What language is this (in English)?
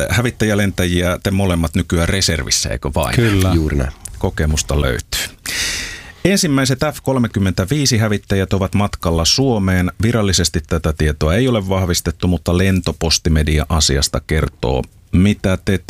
Finnish